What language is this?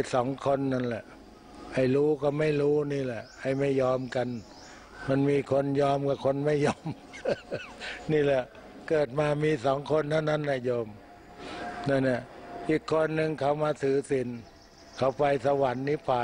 Thai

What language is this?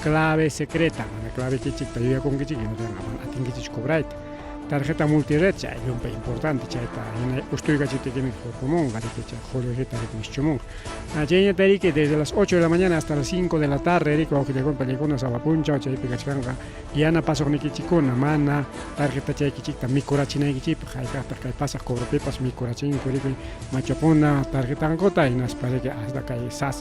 Ayacucho Quechua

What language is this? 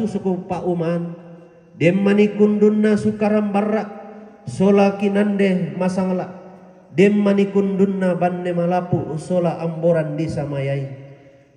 Toraja-Sa'dan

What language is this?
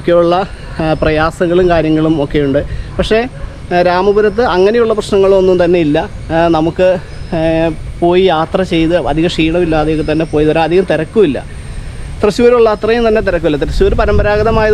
Malayalam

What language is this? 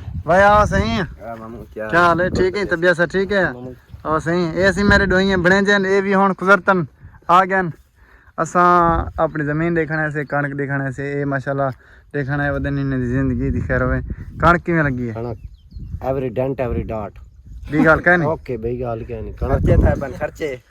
Saraiki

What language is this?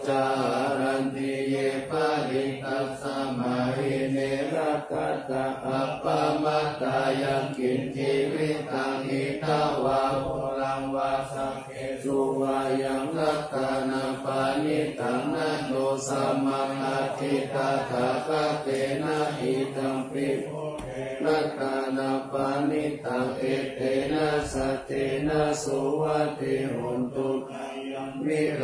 Pali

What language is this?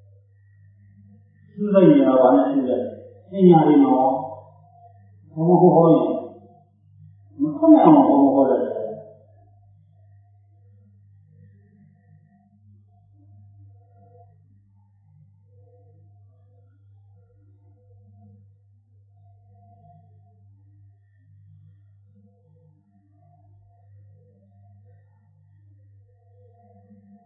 Burmese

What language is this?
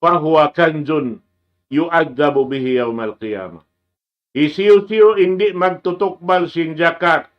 Tausug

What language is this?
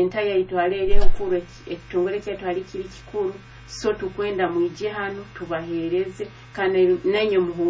Nyoro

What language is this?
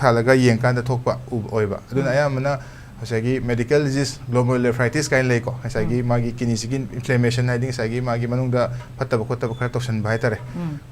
Manipuri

